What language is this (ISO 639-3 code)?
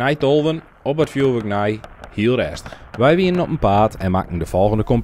fry